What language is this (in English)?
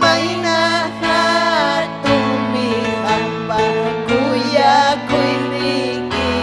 Ayacucho Quechua